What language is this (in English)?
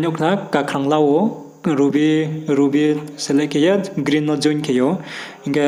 Riang (India)